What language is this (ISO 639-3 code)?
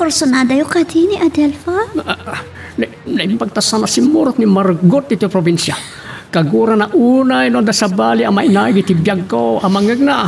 ilo